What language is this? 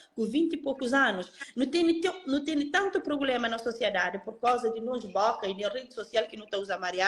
Kabuverdianu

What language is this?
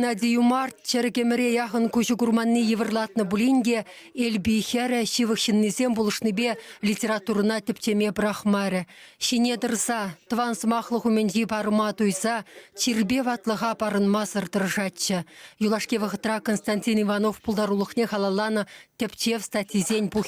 Chuvash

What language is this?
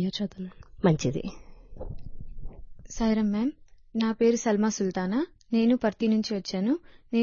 Telugu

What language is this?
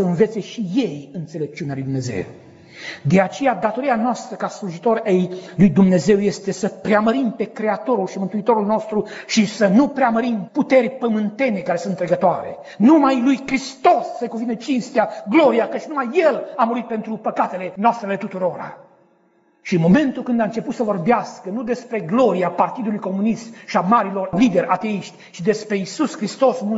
Romanian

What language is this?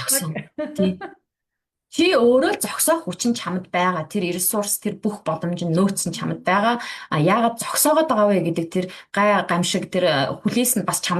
Mongolian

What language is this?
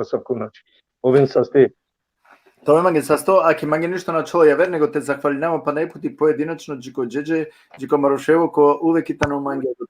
Balkan Romani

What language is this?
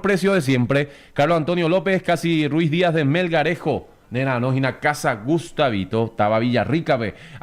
Guarani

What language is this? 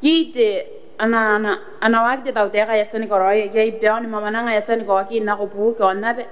Gilbertese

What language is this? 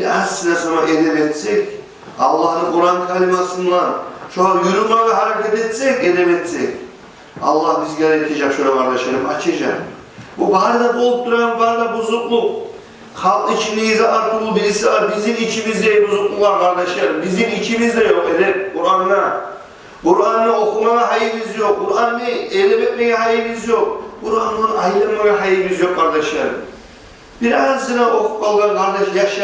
Kumyk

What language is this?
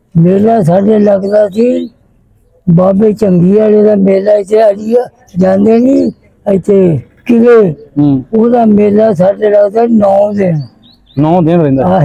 Punjabi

